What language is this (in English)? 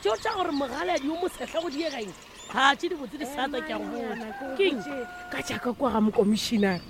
Northern Sotho